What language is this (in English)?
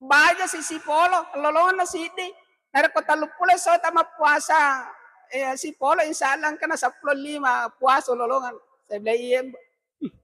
Buginese